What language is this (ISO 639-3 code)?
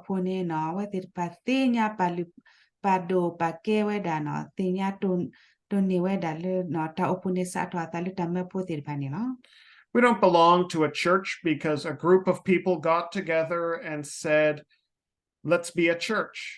ksw